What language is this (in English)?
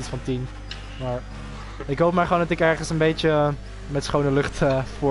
Dutch